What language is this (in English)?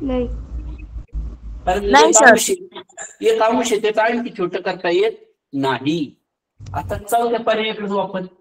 Marathi